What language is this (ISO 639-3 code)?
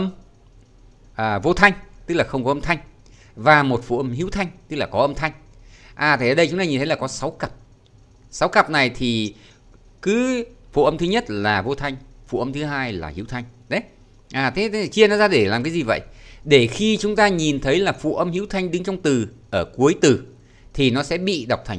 vie